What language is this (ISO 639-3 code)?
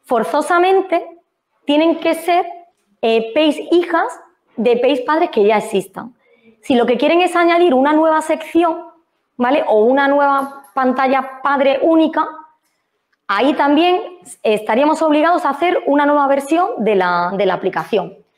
spa